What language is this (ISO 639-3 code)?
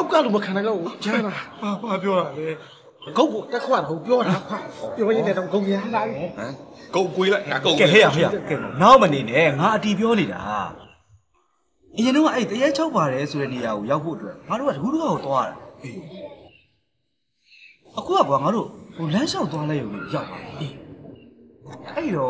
mya